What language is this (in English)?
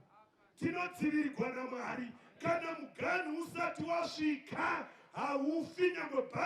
Shona